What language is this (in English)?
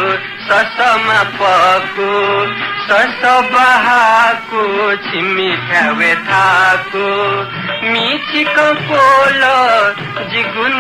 Newari